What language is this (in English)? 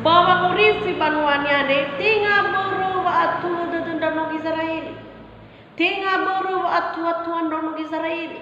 Nias